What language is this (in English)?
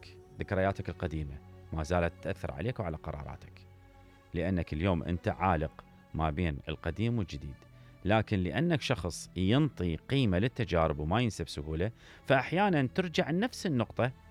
Mesopotamian Arabic